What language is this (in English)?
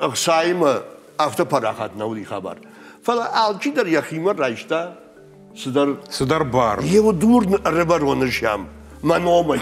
Ossetic